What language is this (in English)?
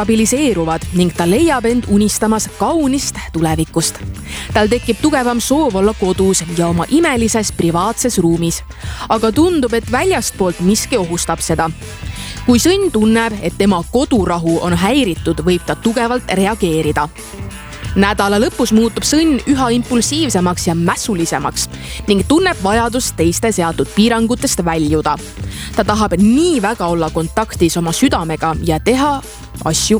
Estonian